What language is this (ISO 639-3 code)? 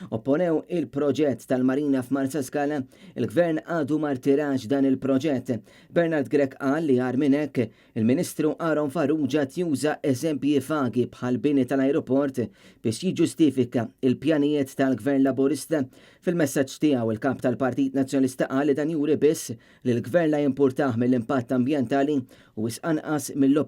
mlt